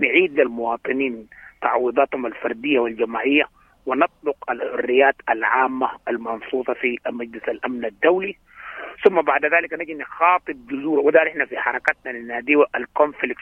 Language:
Sudanese Arabic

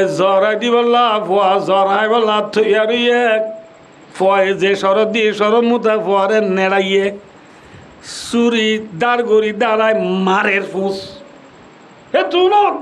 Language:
Rohingya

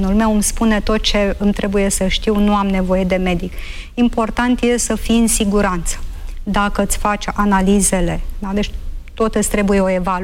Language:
Romanian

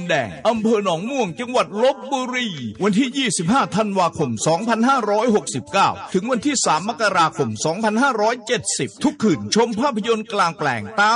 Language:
Thai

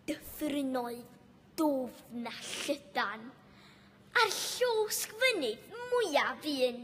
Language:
Welsh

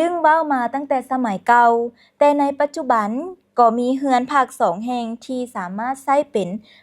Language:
Lao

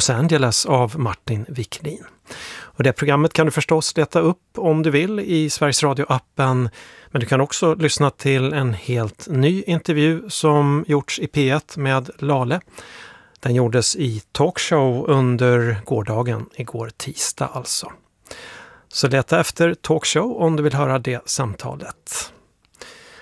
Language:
Swedish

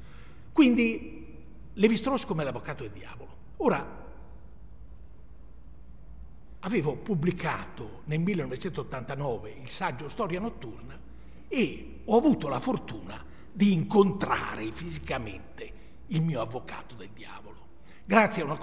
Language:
Italian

